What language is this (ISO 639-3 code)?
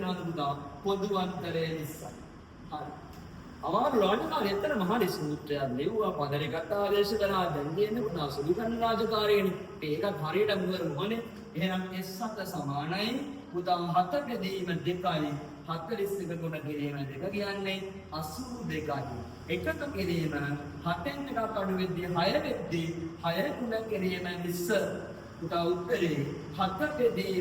sin